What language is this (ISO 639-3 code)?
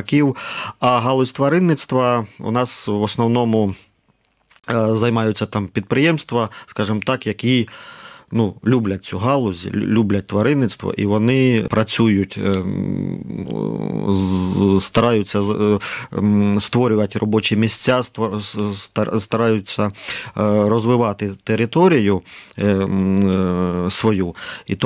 ukr